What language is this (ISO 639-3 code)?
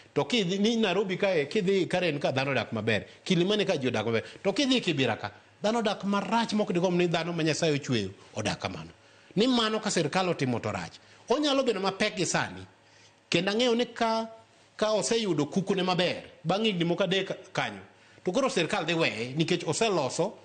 luo